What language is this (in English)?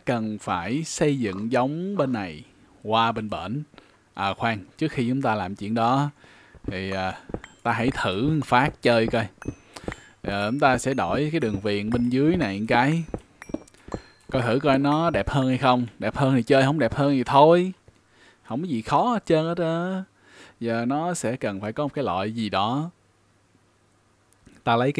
Vietnamese